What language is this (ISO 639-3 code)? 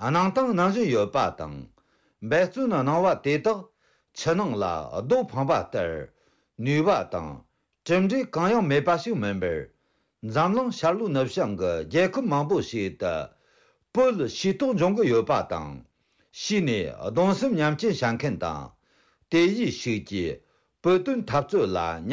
bod